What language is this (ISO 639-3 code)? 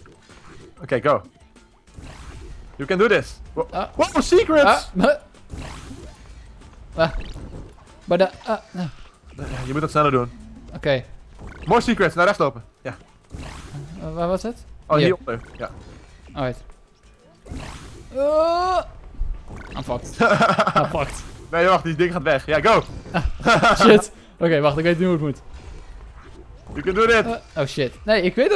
nld